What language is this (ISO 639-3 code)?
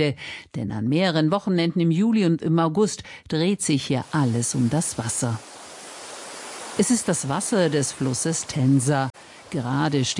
deu